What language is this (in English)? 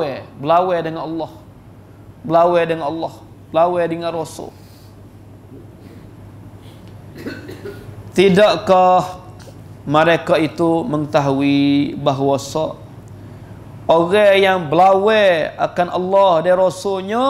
Malay